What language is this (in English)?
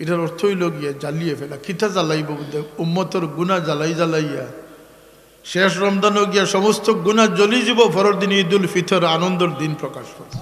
Sylheti